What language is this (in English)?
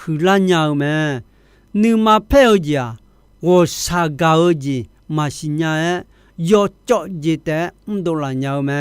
Akha